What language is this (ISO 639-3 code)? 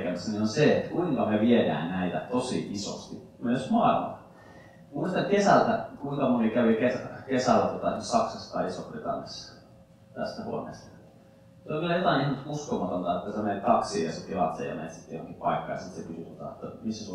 fin